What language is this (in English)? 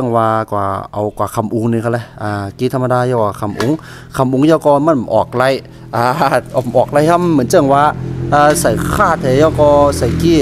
Shan